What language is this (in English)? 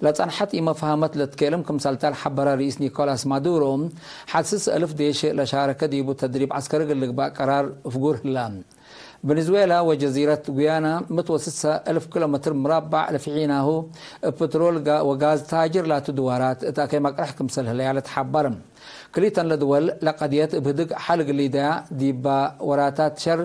Tigre